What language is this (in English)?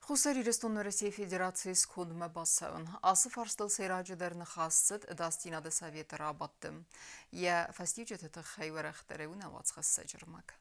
Ossetic